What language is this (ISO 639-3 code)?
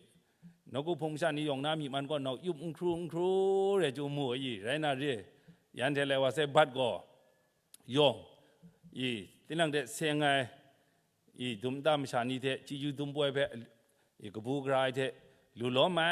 kac